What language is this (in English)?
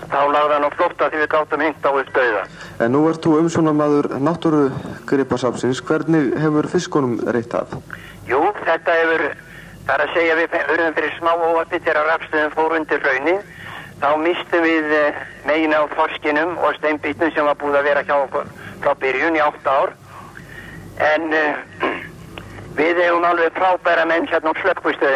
Icelandic